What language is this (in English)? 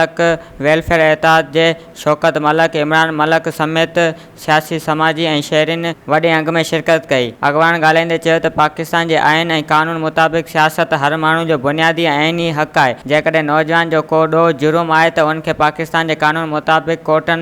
Sindhi